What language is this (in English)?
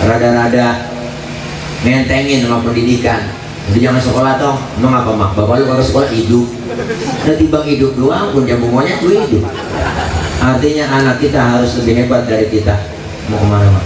Betawi